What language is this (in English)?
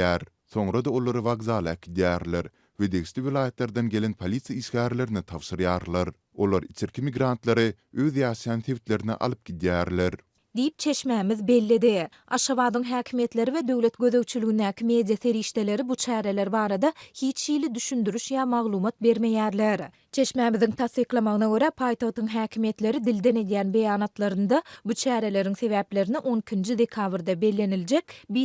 Turkmen